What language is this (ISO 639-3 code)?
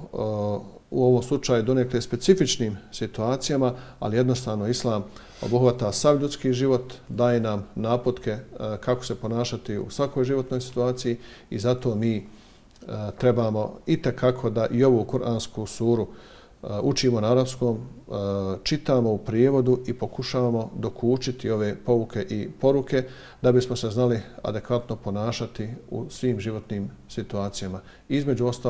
bos